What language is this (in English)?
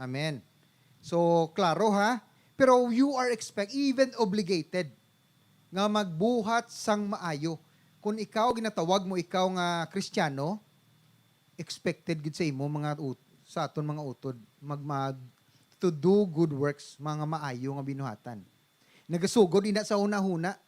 Hiligaynon